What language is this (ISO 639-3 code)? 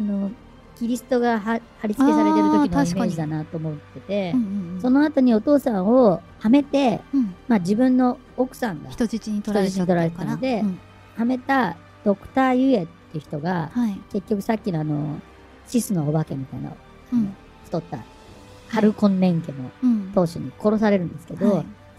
jpn